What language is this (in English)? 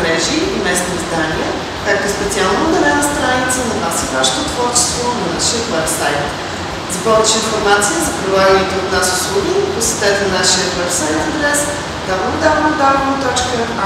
Bulgarian